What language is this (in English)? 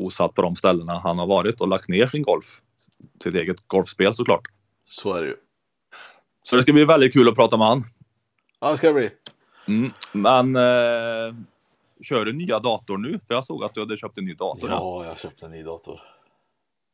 Swedish